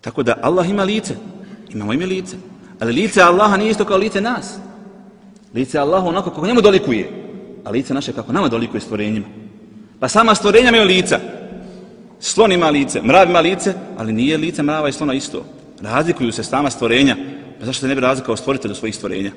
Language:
Bosnian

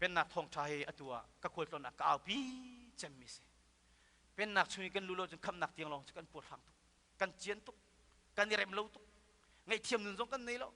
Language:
Hakha Chin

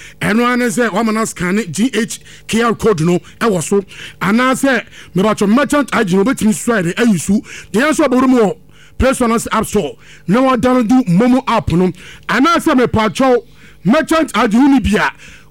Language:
Akan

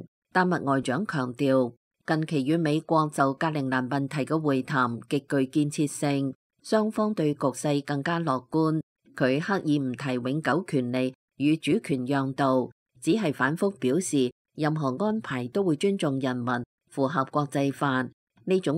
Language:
Cantonese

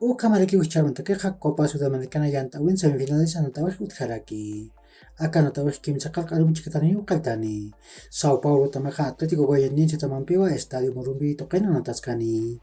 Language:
Aymara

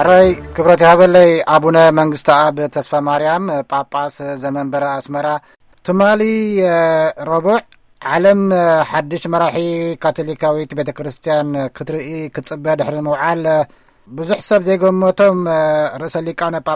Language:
Tigrinya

